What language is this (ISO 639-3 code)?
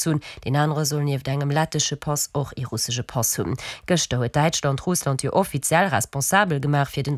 ltz